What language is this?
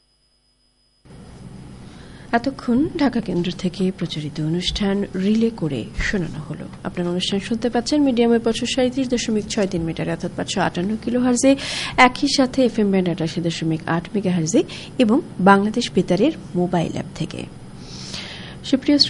Bangla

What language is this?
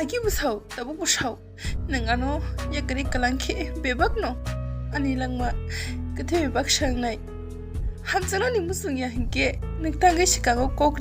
Kok Borok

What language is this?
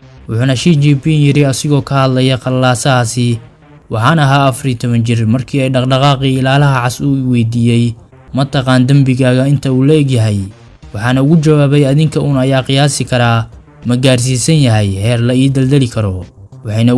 Somali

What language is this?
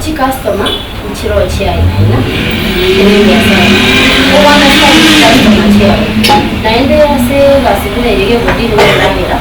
Gusii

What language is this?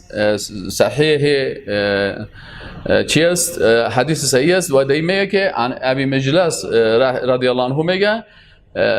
Persian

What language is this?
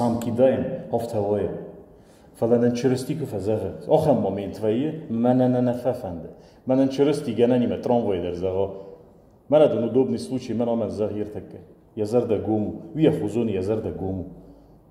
Ossetic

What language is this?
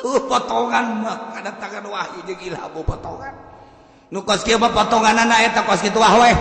Sundanese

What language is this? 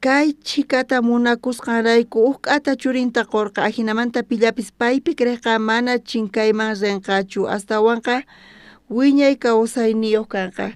South Bolivian Quechua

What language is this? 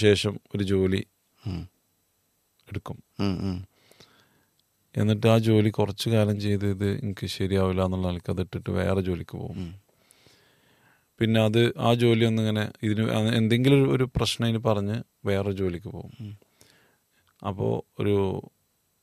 Malayalam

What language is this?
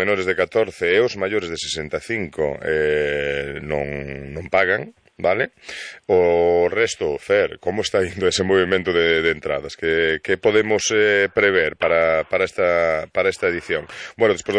Galician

